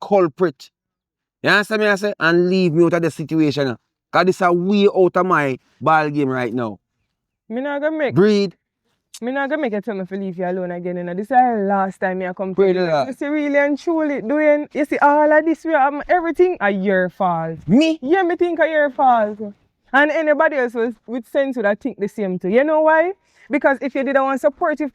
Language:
Jamaican Creole English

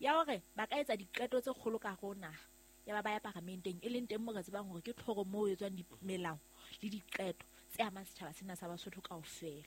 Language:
Southern Sotho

